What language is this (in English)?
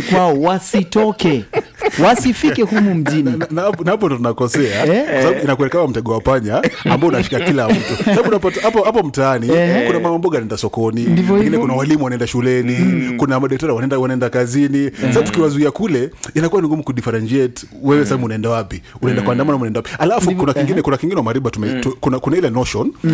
Swahili